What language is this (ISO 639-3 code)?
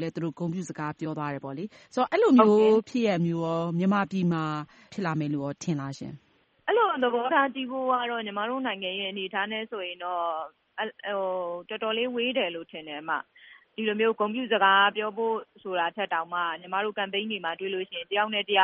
mya